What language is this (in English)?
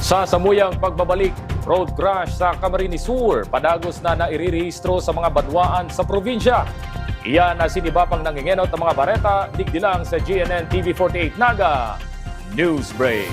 Bikol